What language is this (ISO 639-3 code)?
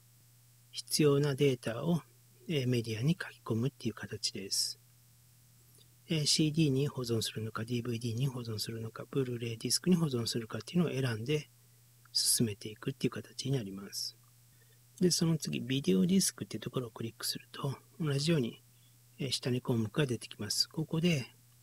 jpn